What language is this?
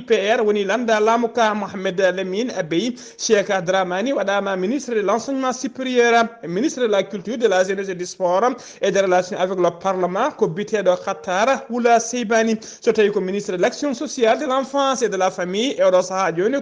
Fula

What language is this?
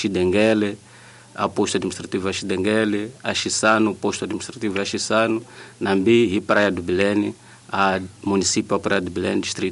Tsonga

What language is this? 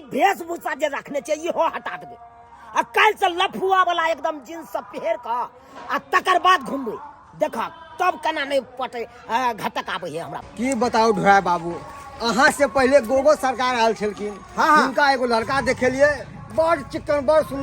Maithili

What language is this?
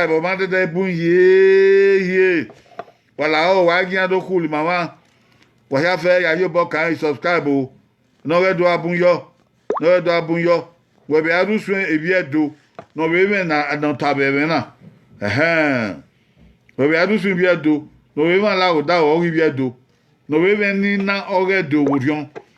Bini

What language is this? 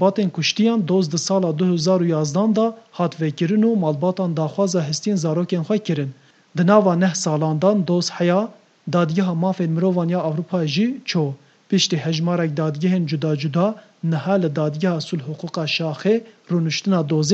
Kurdish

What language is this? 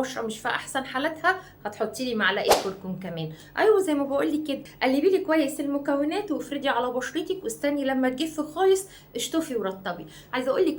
Egyptian Arabic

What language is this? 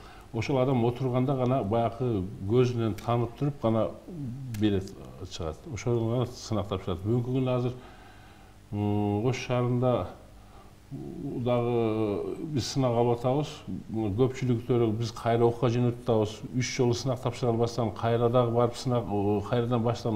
Kyrgyz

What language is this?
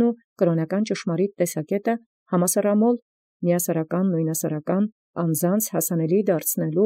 Armenian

